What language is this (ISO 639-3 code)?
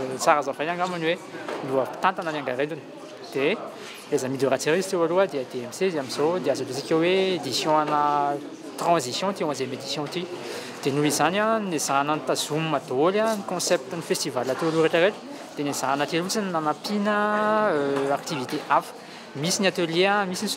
mlg